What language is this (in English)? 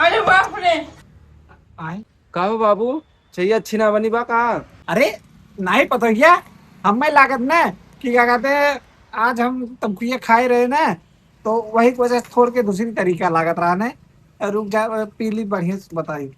Awadhi